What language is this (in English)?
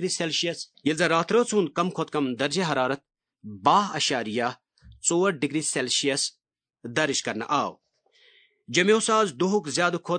Kashmiri